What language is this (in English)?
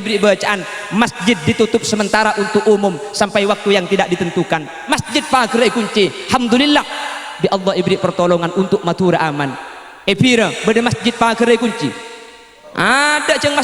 Madurese